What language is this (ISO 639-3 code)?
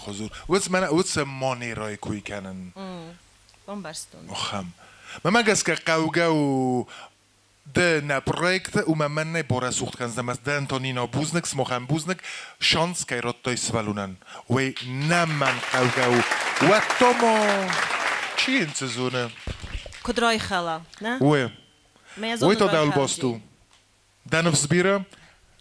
oss